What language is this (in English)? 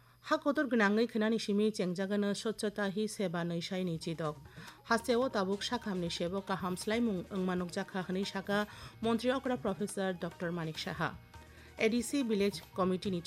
Kok Borok